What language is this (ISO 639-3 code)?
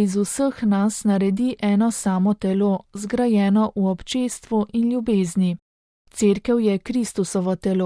slv